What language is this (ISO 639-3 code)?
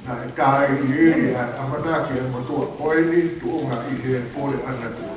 ton